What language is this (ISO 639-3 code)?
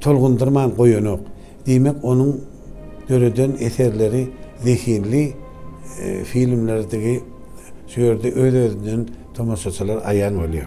tuk